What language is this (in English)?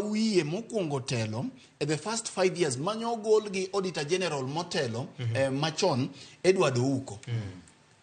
Luo (Kenya and Tanzania)